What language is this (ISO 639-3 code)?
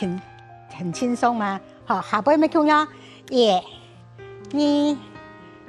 hak